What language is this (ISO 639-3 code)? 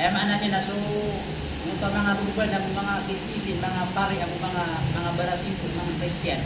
mrw